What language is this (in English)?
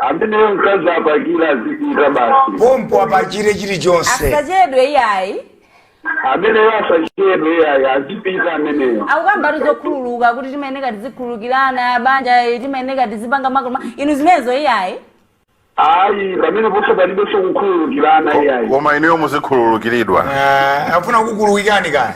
Nyanja